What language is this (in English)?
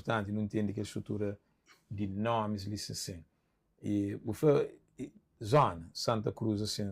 Kabuverdianu